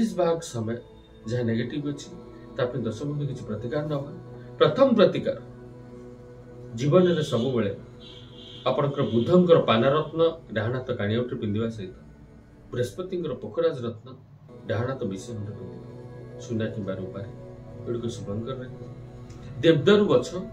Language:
Odia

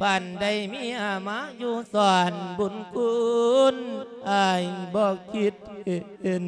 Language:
Lao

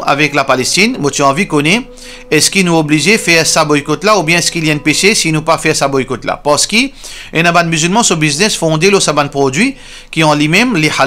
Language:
Morisyen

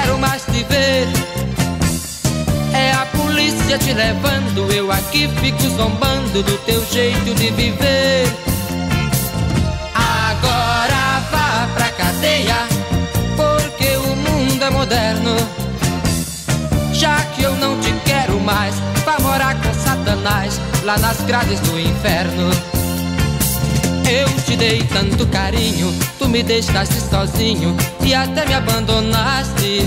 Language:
Portuguese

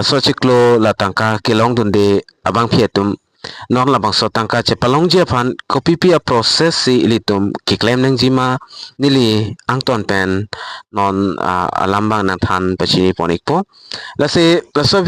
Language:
Karbi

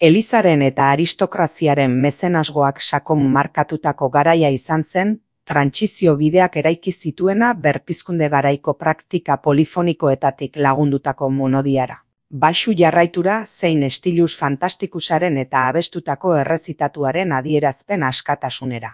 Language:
Basque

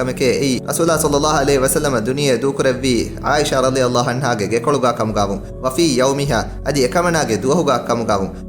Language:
Divehi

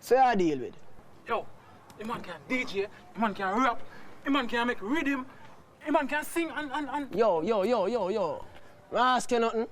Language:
Jamaican Creole English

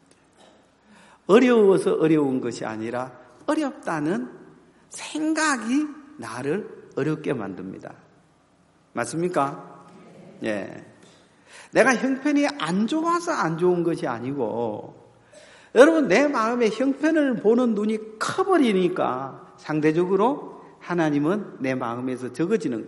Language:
Korean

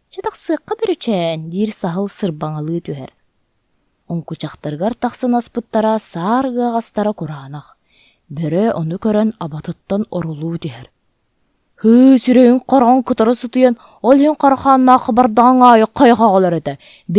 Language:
Yakut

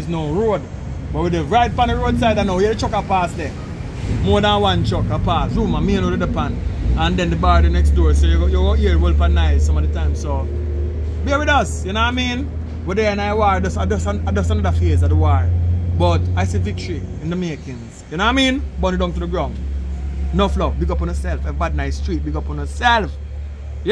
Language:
Jamaican Creole English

